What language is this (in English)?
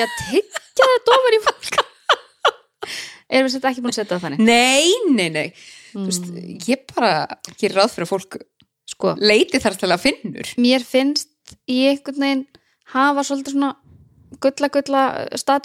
Icelandic